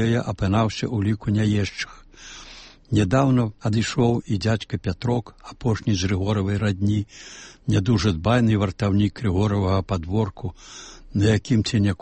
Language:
Belarusian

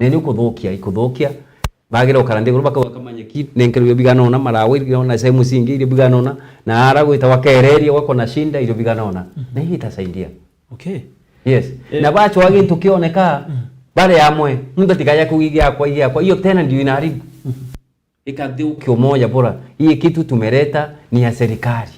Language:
Meru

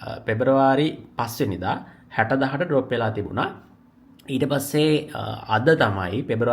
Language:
Sinhala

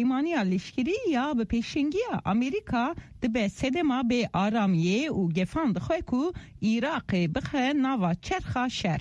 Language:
Kurdish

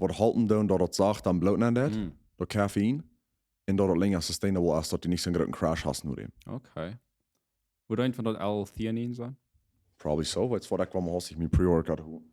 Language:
Plautdietsch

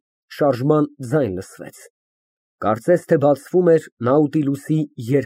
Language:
Armenian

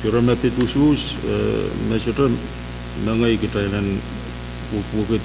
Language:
Pohnpeian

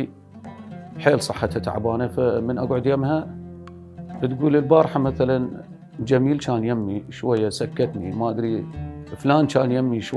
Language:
Mesopotamian Arabic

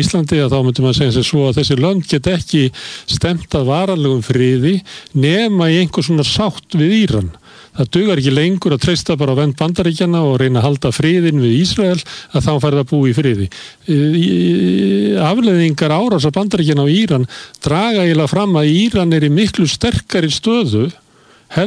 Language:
Icelandic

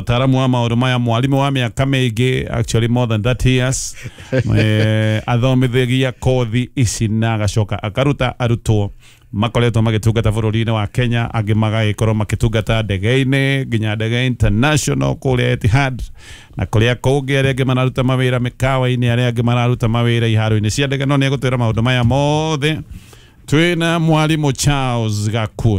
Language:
Kikuyu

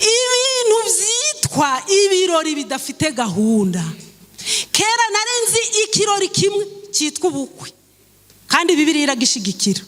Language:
Kinyarwanda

